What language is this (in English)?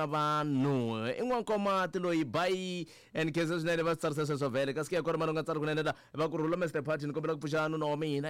Tsonga